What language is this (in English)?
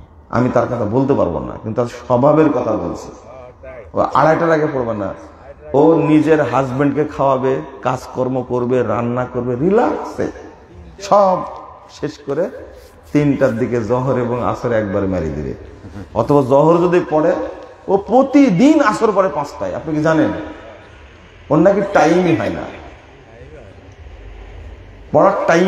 Bangla